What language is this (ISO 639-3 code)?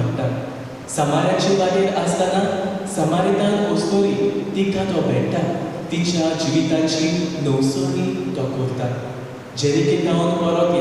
kok